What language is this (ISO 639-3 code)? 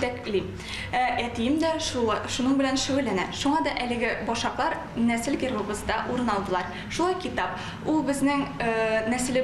tat